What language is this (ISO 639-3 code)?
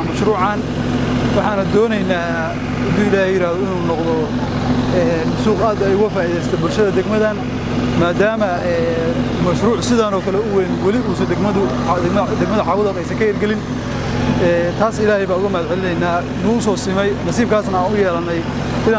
som